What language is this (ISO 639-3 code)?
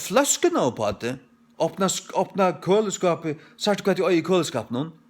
fao